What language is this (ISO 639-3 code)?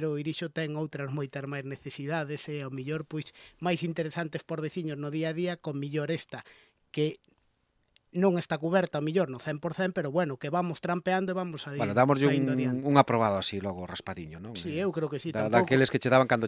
glg